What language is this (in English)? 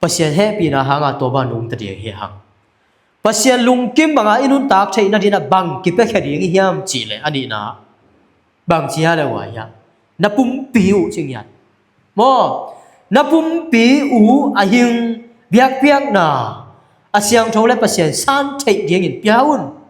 Tedim Chin